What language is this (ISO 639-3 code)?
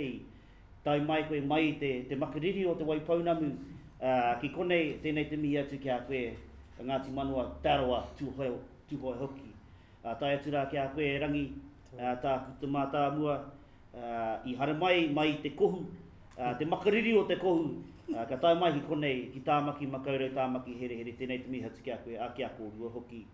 mri